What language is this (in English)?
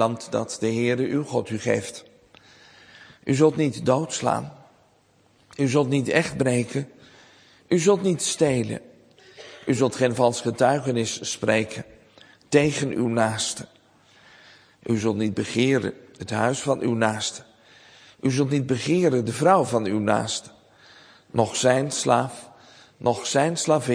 Dutch